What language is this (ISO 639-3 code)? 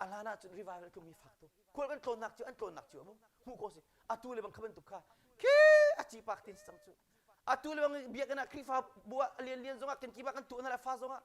cnh